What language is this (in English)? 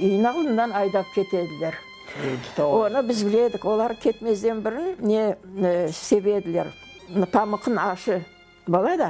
Crimean Tatar